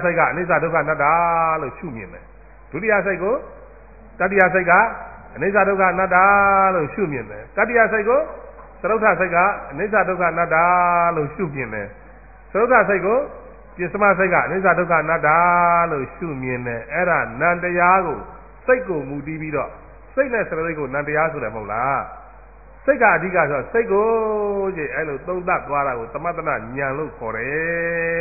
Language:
Burmese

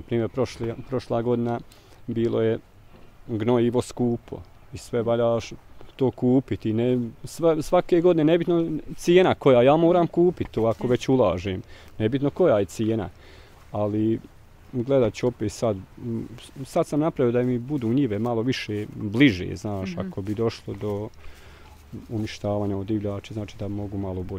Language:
Bosnian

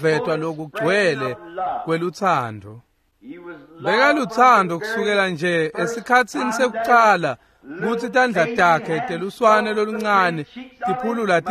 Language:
Swati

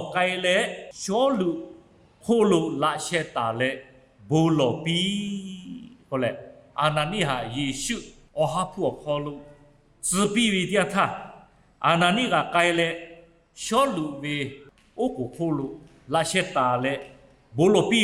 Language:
Lahu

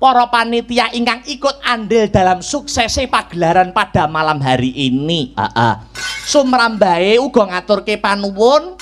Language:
Javanese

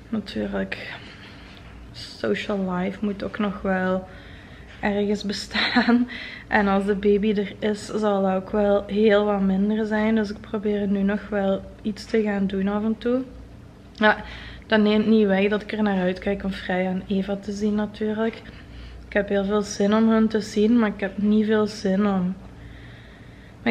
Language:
Dutch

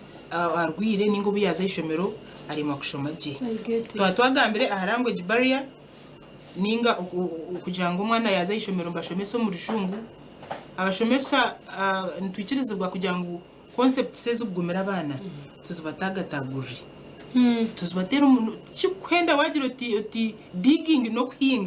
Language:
Nyankole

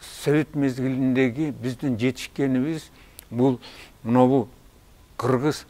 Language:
Kyrgyz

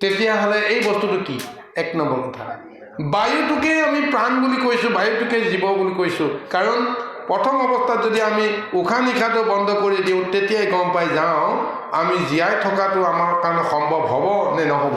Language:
Assamese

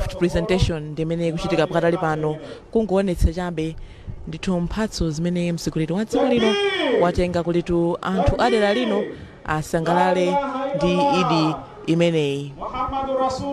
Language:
Nyanja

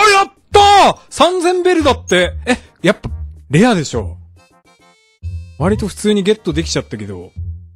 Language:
Japanese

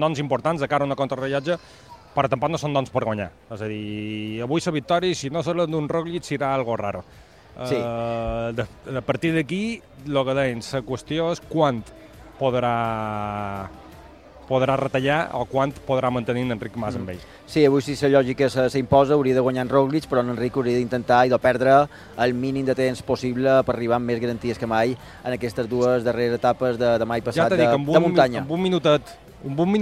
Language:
Catalan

